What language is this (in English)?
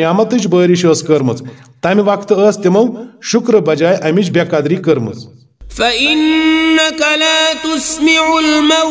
Kashmiri